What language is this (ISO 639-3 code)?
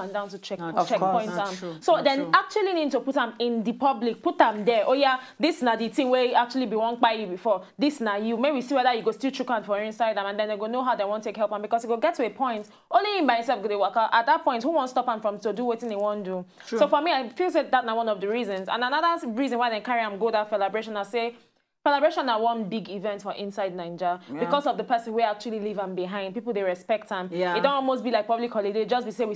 pcm